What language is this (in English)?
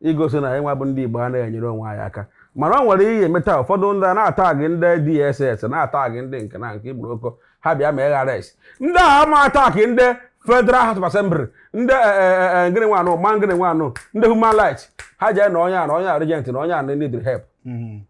Igbo